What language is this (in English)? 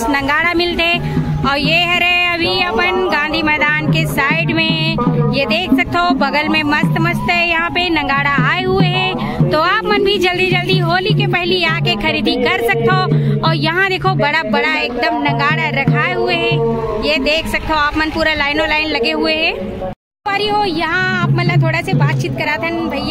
Chhattisgarhi